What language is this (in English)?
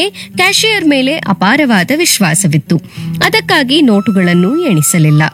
Kannada